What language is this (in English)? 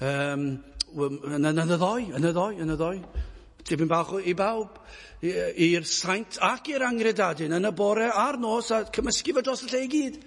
Welsh